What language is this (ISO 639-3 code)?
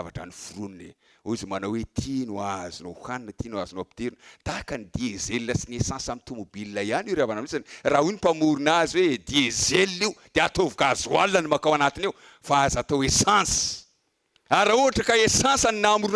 mlg